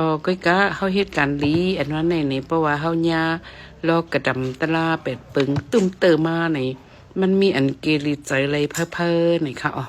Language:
Shan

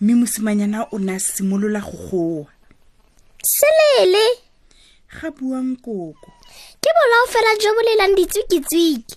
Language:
Tswana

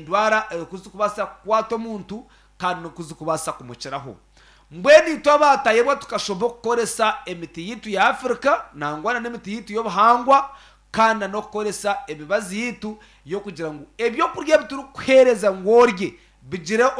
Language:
Nyankole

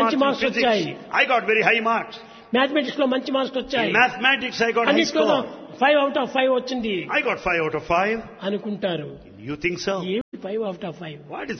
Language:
Telugu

